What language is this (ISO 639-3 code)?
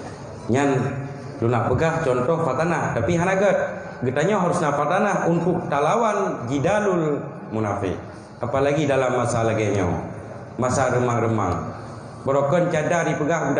ace